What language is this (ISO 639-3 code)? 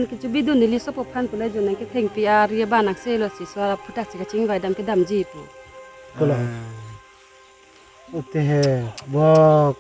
mjw